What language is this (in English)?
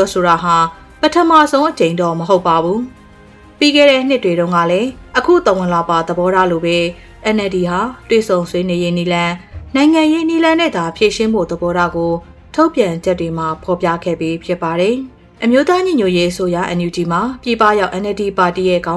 Burmese